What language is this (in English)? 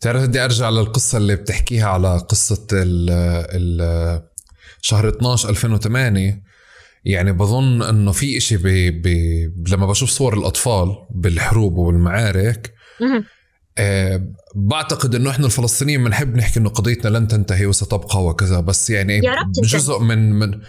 North Levantine Arabic